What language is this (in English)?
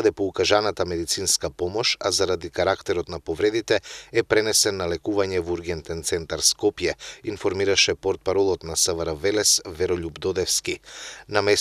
Macedonian